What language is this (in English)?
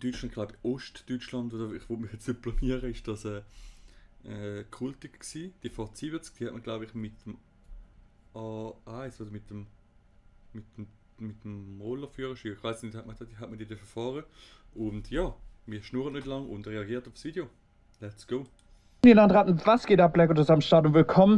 Swiss German